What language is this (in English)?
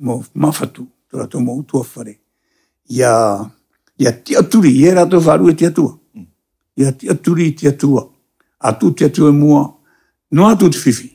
Tahitian